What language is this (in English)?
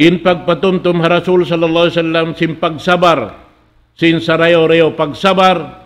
Tausug